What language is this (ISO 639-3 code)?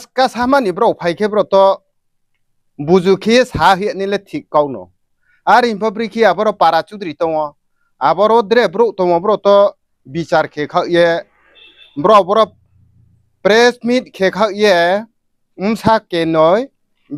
ria